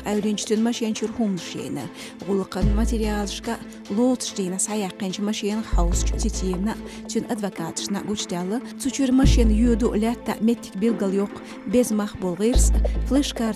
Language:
Chechen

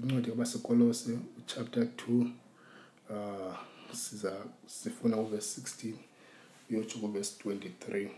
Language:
Xhosa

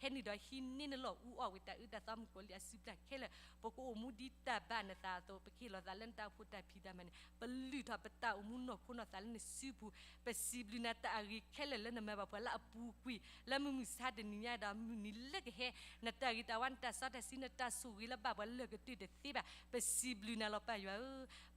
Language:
S'gaw Karen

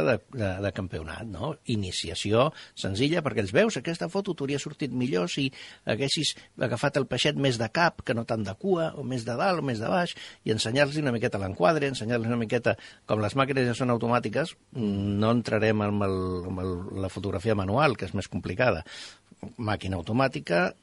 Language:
Catalan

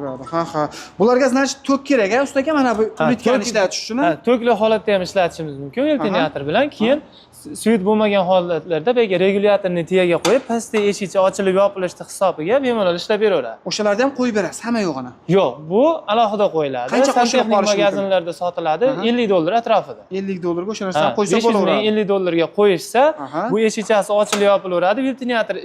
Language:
Uzbek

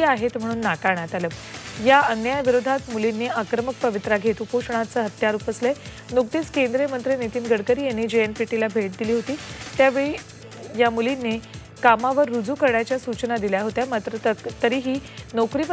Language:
Marathi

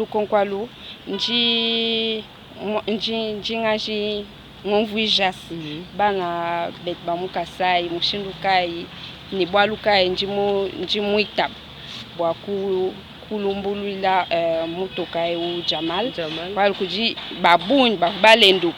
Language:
Luba-Lulua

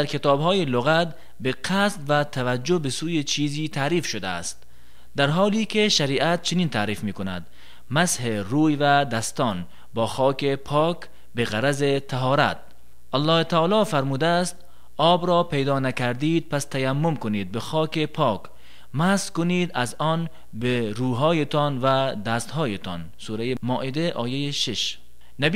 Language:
Tajik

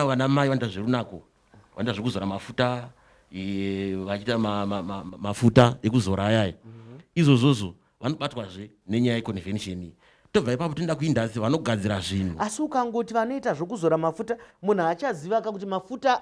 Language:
Shona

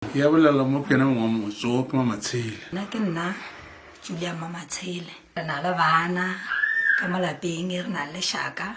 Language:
Northern Sotho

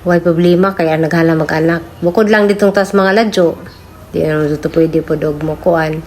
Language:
Cebuano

